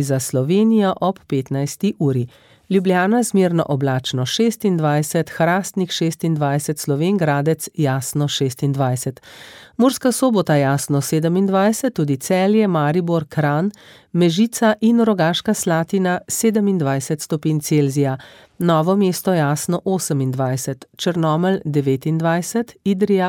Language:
Slovenian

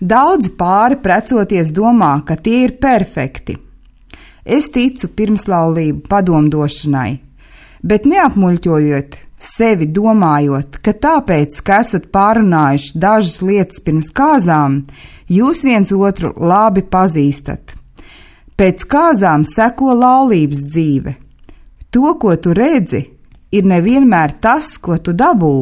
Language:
Latvian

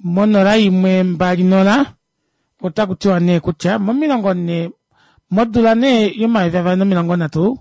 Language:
Kuanyama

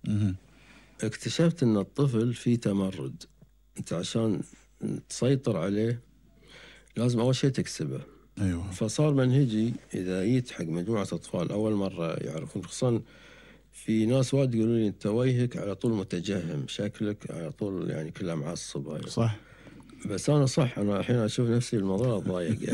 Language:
Gulf Arabic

